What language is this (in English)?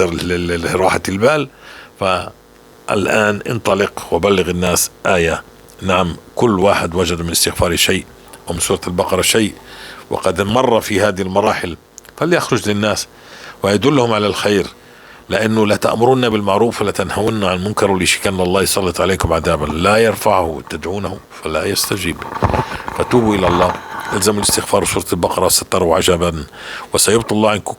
North Levantine Arabic